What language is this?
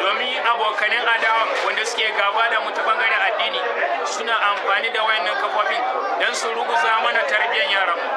Hausa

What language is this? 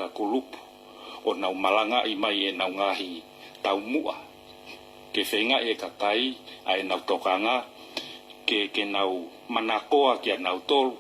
Tongan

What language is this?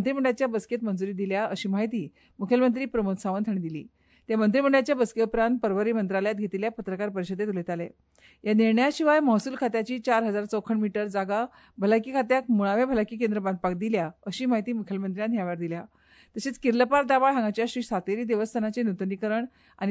Konkani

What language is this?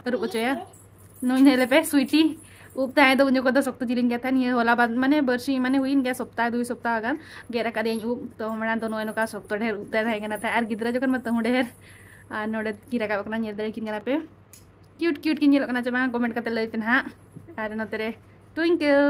Santali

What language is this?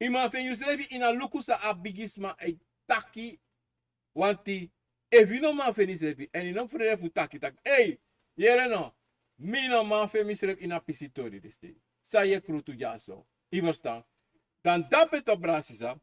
Sranan Tongo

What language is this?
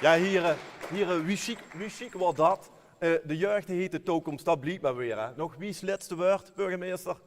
Limburgish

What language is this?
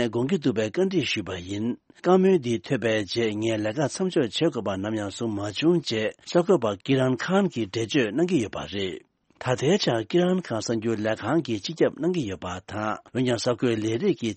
Tibetan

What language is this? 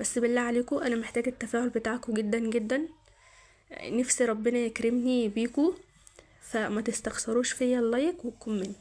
Egyptian Arabic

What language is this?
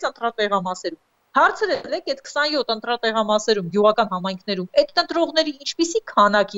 Armenian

